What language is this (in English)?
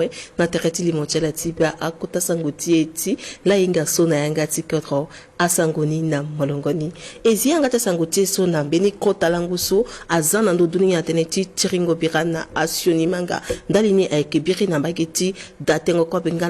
Sango